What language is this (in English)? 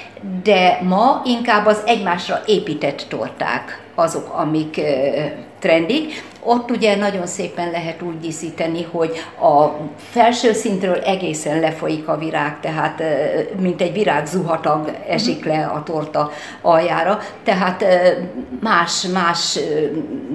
Hungarian